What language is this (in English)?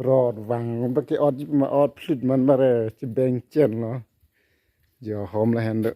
Karbi